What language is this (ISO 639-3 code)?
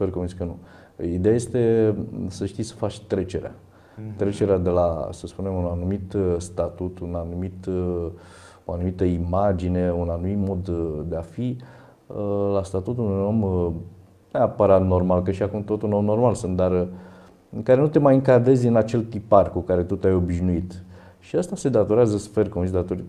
ron